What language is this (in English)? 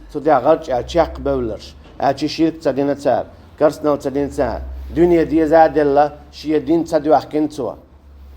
Chechen